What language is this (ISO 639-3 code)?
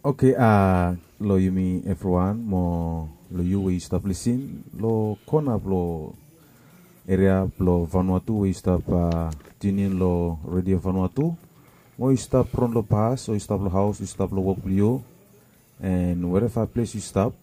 bis